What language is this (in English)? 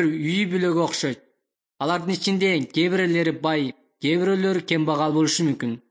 Kyrgyz